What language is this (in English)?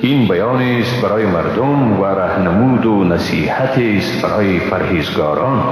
Persian